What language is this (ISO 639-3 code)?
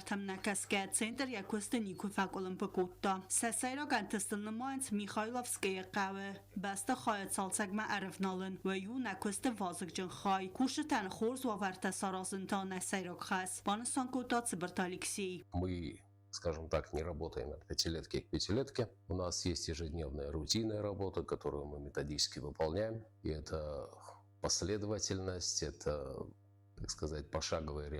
oss